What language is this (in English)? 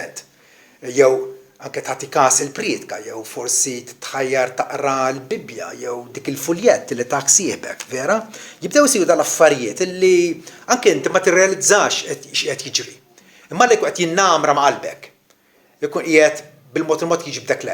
Maltese